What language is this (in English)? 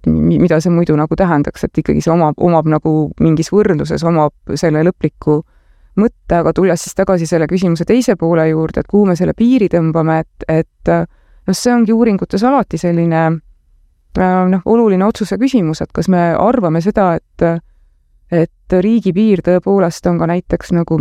Estonian